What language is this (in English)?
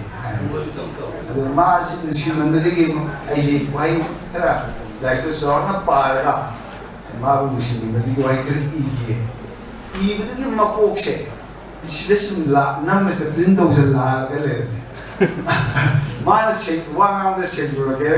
Manipuri